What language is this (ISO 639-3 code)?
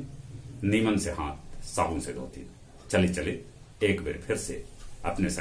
mag